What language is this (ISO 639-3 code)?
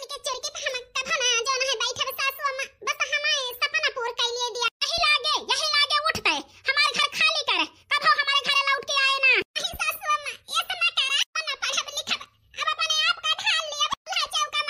awa